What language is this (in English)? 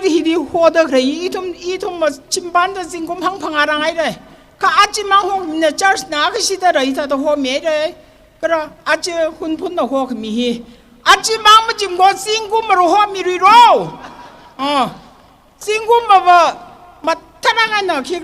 Tangkhul Naga (India)